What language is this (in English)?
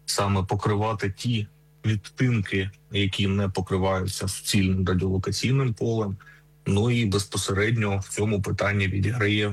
Ukrainian